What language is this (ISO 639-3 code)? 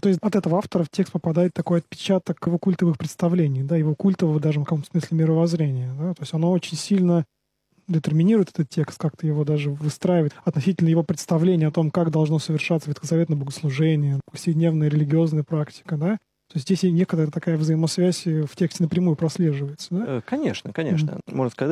rus